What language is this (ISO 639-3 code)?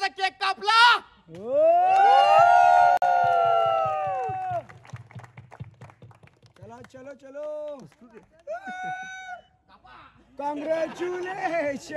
mar